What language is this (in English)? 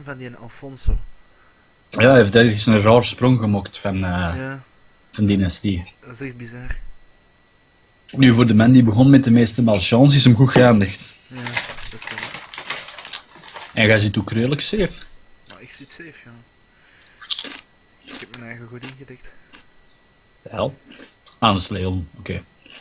Dutch